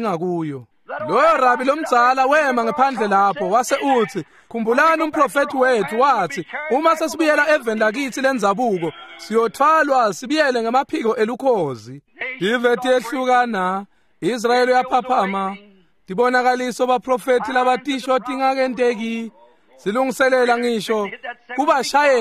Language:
Swati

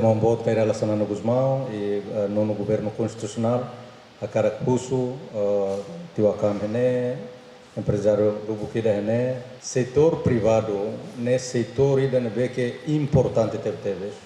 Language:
Tetum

